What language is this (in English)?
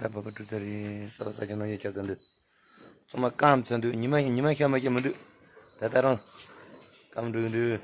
Tibetan